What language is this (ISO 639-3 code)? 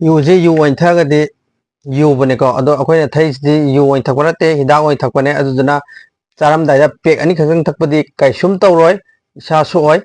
mni